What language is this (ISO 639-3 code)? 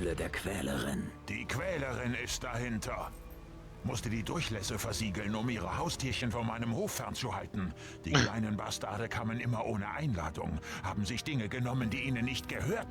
gsw